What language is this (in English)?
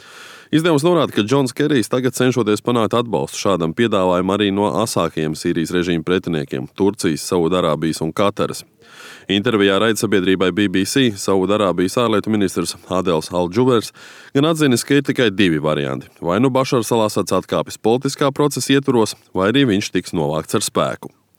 Latvian